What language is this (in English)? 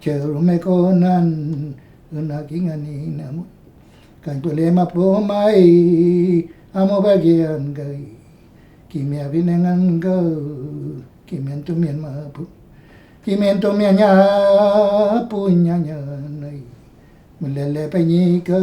Mapuche